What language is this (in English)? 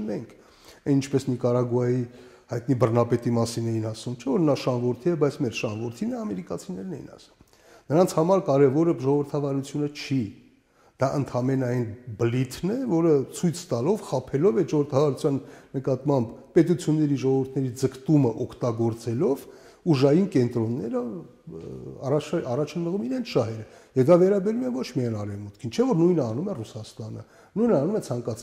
Armenian